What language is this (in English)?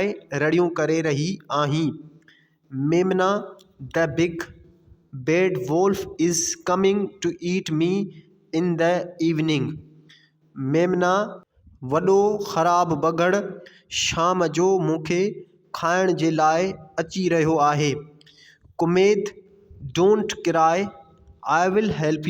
Sindhi